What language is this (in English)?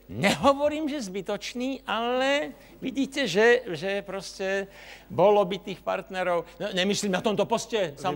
Slovak